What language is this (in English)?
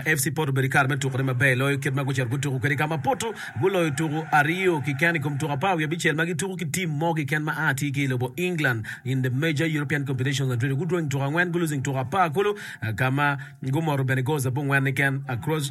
Acoli